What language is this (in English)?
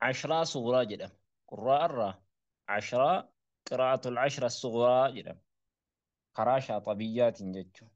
Oromo